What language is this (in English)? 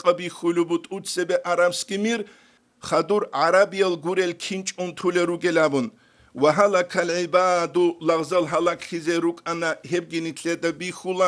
Avaric